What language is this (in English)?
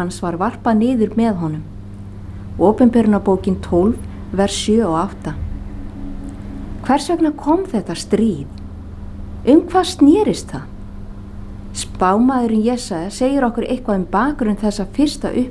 Icelandic